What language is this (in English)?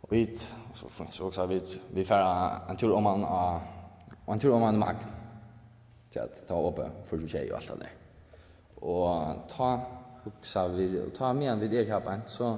Faroese